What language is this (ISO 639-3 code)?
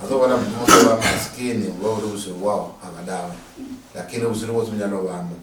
luy